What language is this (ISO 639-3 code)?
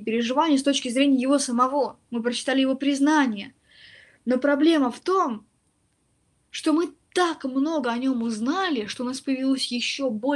rus